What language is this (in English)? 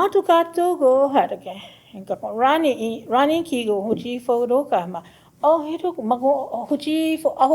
Choctaw